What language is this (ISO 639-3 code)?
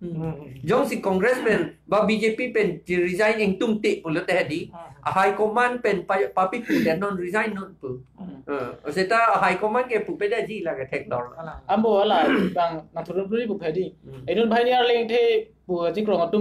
mjw